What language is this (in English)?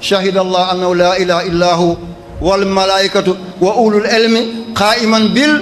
Wolof